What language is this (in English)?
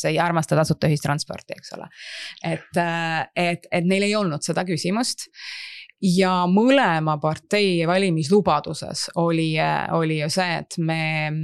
Estonian